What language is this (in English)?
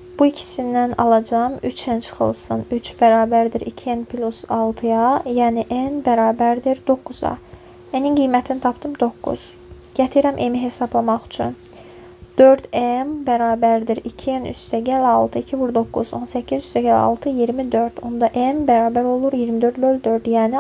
Azerbaijani